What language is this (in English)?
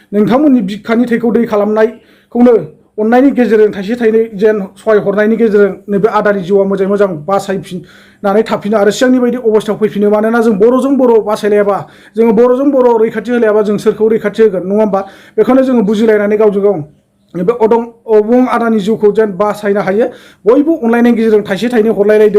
Bodo